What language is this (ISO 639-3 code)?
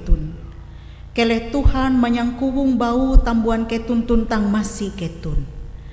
nij